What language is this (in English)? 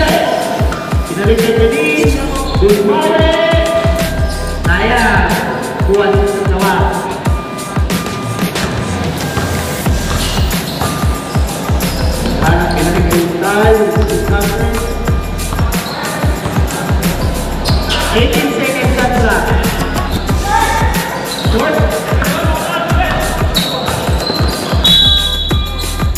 Filipino